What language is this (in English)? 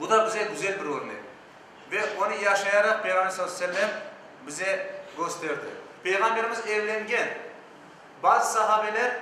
Crimean Tatar